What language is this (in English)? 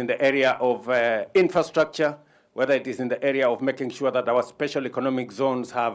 Kamba